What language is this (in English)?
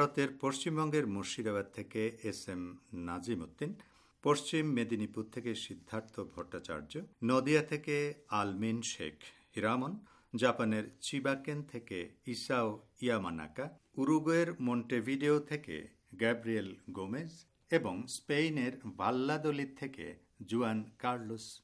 Bangla